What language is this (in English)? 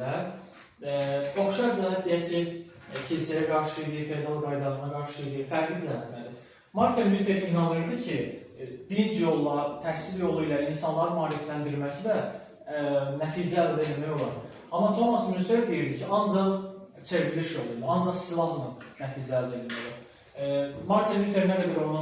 Azerbaijani